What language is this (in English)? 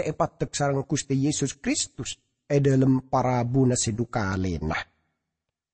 Madurese